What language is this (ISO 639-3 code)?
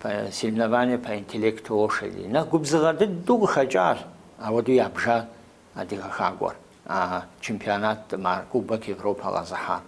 kbd